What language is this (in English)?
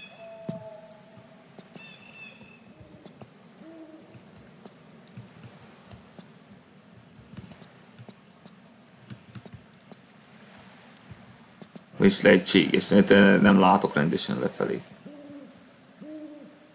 Hungarian